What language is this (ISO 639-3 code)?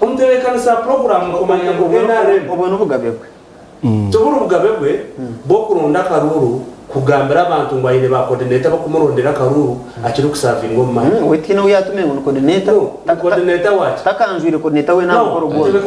nyn